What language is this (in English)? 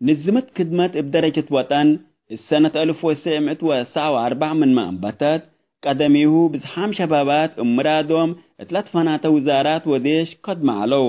Tigre